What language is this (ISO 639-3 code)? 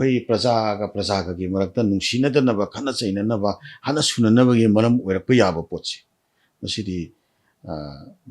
mni